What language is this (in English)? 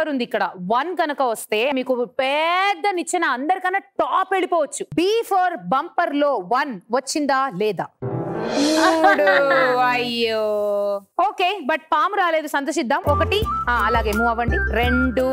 Telugu